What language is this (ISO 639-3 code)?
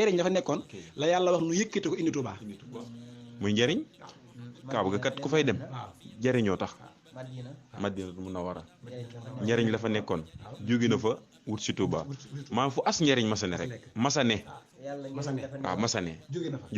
wol